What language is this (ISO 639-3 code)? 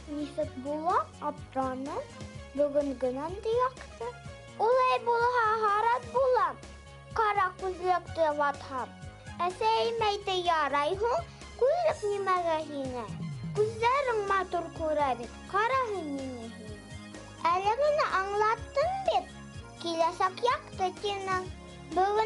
bak